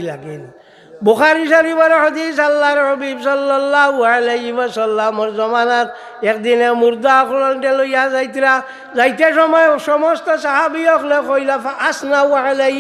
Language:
Sylheti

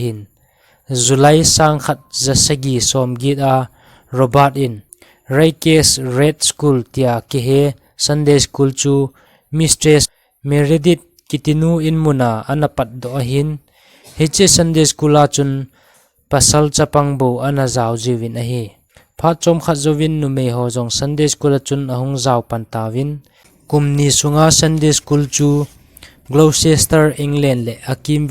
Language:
Thado Chin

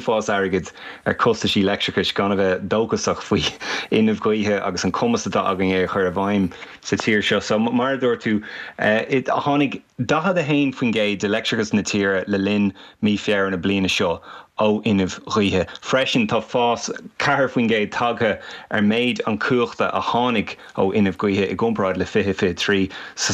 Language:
Irish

